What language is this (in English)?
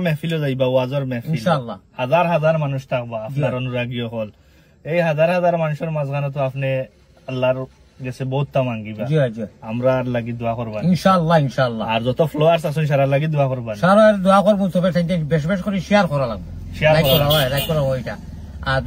Sylheti